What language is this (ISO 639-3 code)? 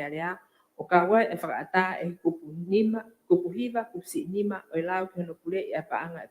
ton